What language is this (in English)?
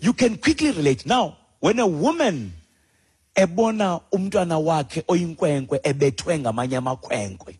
Xhosa